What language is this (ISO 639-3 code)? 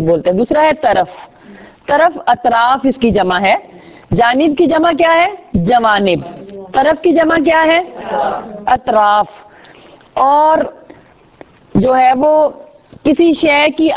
urd